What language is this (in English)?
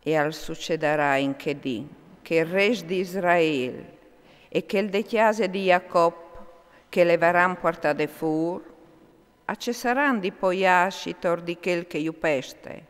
Friulian